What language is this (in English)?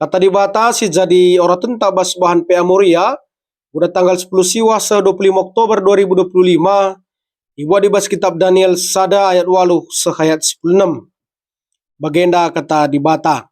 Batak Karo